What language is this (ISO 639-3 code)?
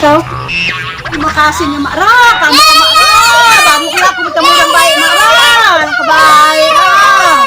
mui